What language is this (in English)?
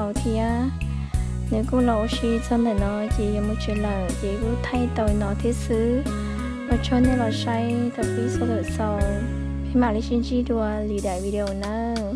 Hmong